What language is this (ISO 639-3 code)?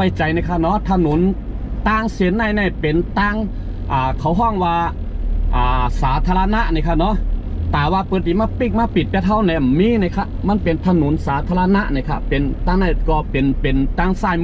shn